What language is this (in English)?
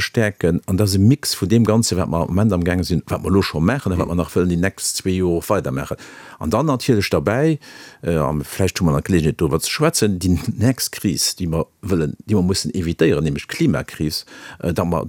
Luxembourgish